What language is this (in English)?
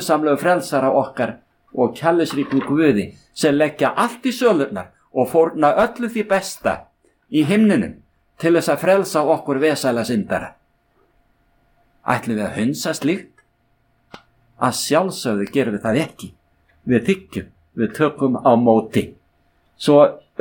Icelandic